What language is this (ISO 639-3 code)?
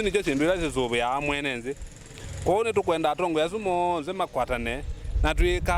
kam